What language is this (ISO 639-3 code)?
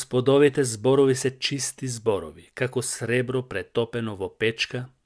mkd